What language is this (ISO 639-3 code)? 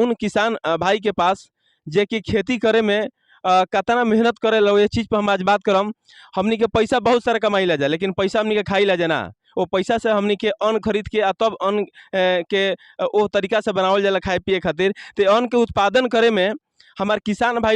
bho